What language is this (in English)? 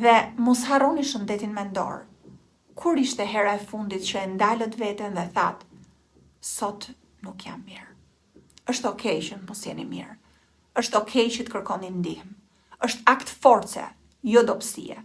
Albanian